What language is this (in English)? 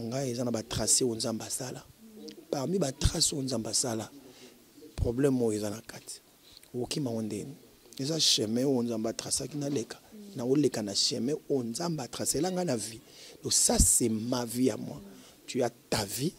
Lingala